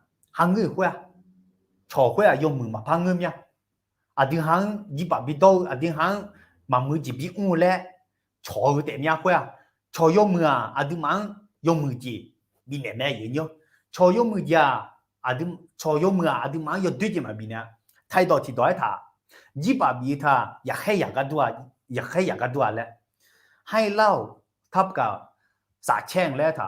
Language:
Akha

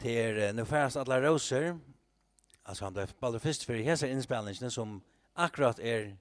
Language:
Faroese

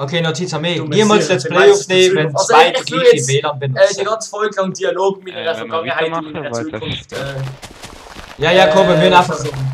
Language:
Swiss German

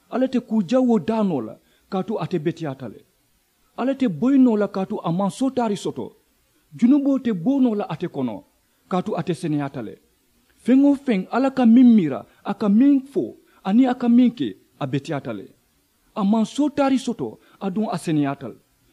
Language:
Mandingo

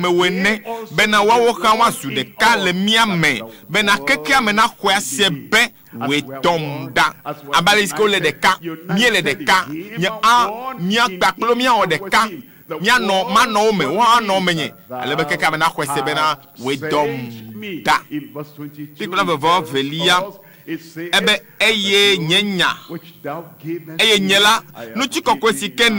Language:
Ewe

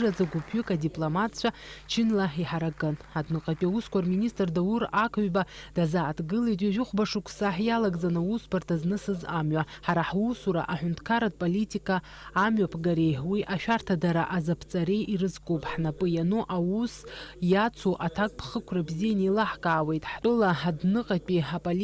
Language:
Abkhazian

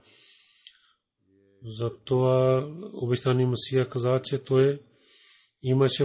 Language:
Bulgarian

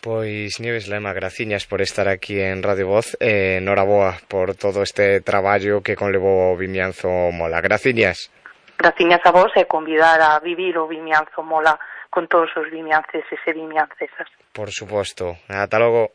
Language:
Galician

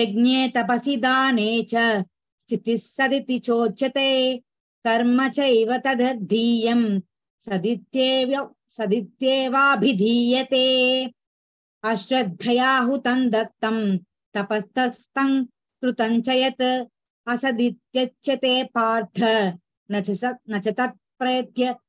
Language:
Sanskrit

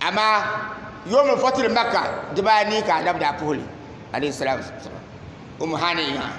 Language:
Dagbani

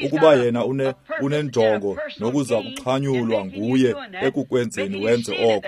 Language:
Xhosa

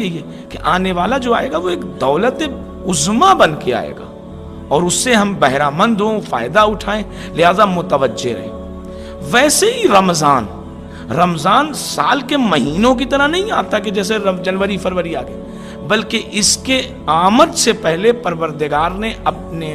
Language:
Urdu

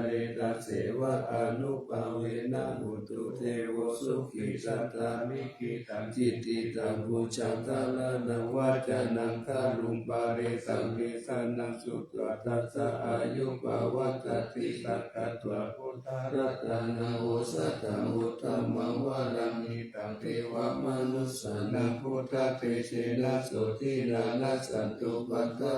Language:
Pali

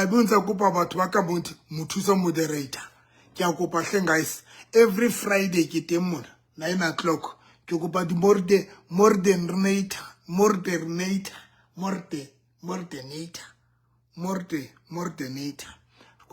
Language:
Southern Sotho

